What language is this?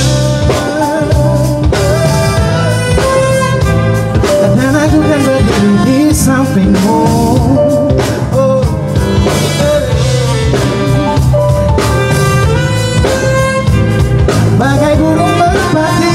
Indonesian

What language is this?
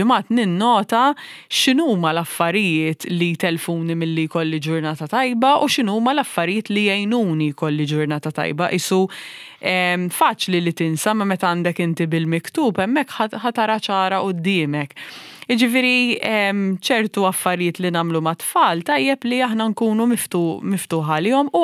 Maltese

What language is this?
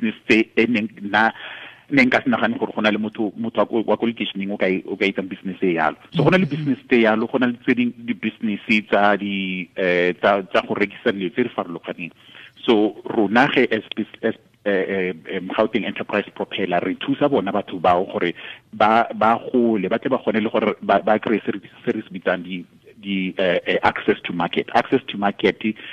Tswana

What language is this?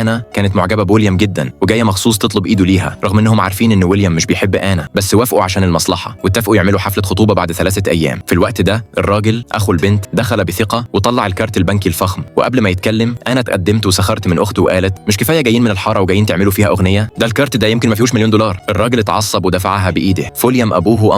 Egyptian Arabic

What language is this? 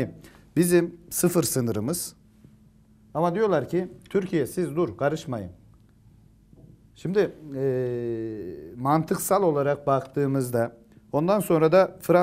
Turkish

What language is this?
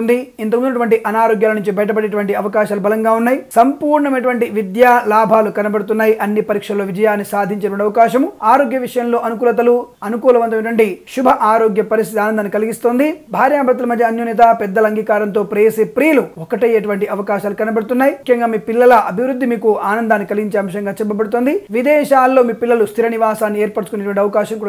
Telugu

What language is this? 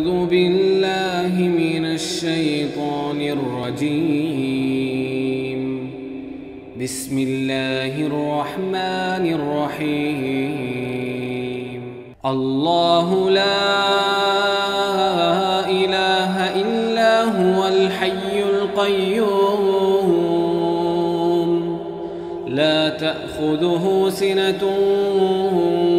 Arabic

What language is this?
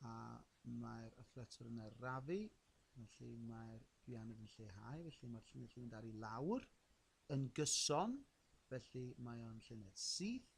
Welsh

